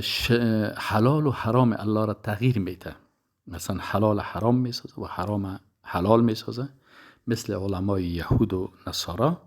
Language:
Persian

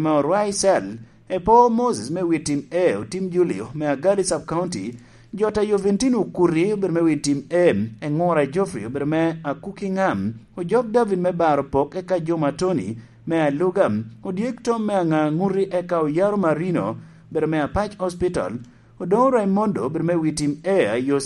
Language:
Lango (Uganda)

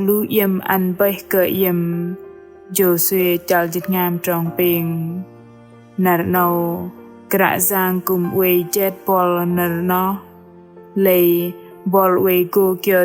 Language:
Bahnar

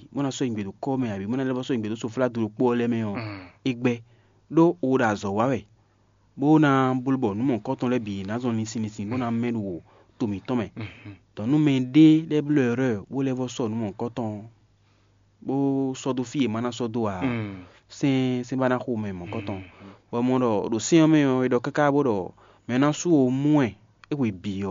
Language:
Fon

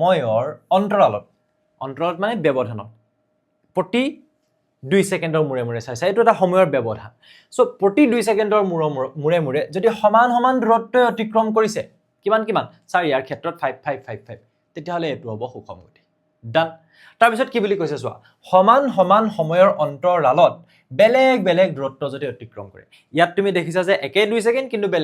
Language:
Assamese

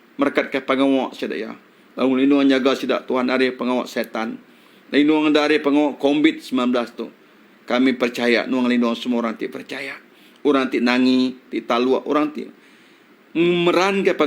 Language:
Iban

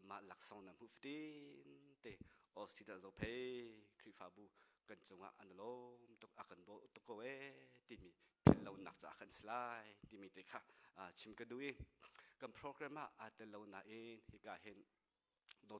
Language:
Hakha Chin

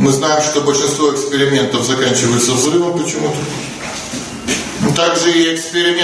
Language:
Russian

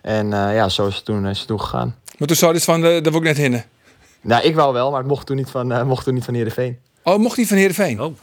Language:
Western Frisian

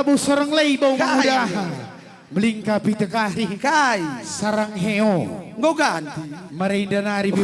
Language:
Batak Karo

